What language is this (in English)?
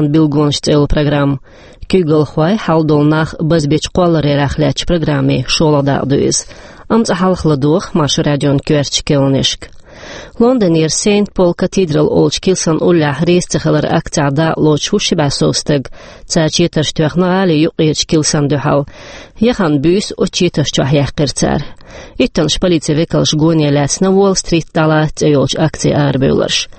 Chechen